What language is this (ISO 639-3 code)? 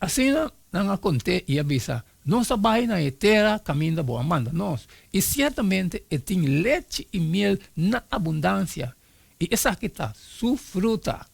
pap